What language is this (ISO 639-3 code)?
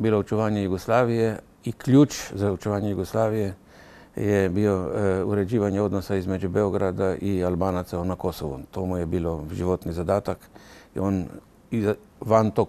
srp